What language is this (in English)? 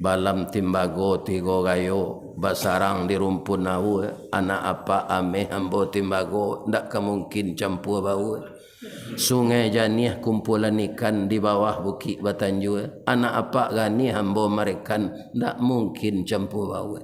Minangkabau